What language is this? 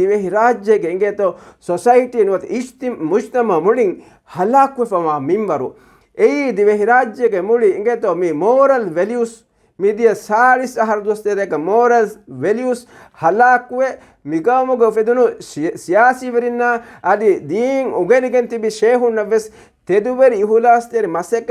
Divehi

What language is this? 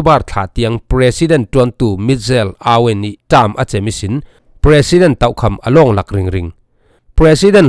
Falam Chin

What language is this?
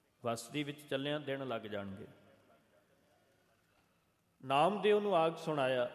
Punjabi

